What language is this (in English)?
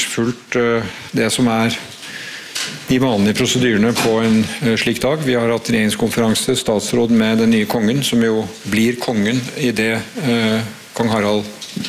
Norwegian